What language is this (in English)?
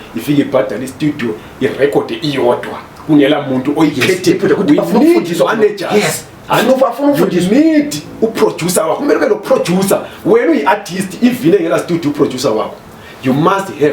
Zulu